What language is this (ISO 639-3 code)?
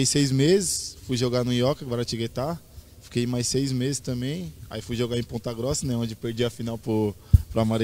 por